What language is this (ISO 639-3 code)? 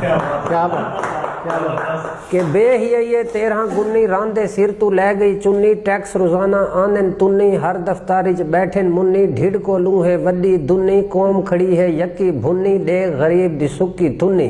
skr